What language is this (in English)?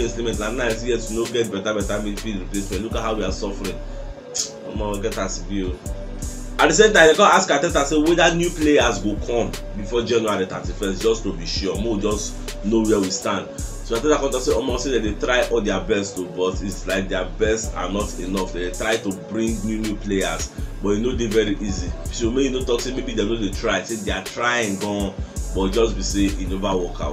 Nigerian Pidgin